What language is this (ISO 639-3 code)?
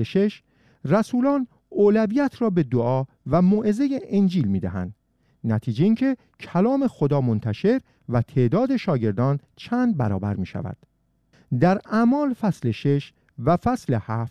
fas